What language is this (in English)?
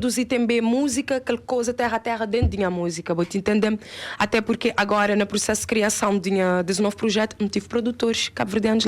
Kabuverdianu